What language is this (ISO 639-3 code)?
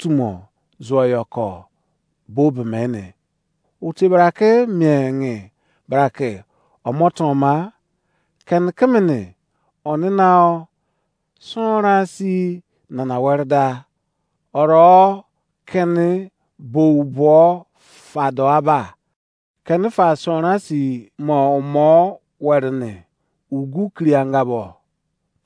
ijc